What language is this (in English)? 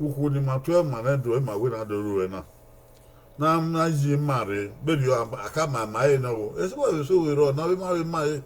Bini